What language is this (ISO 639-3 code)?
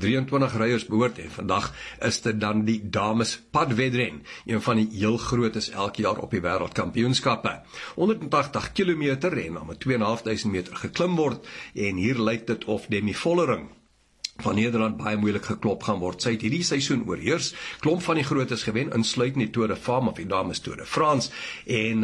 afr